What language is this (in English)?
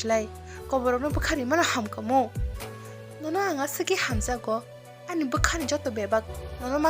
Kok Borok